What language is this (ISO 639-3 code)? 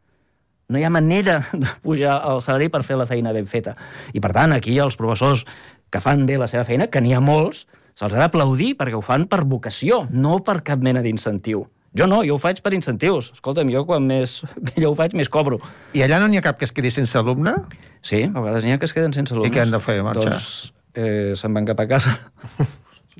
cat